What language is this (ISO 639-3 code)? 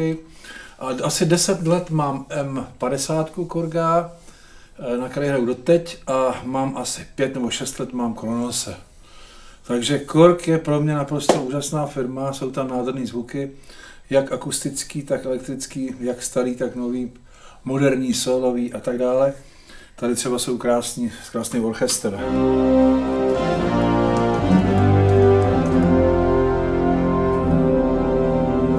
ces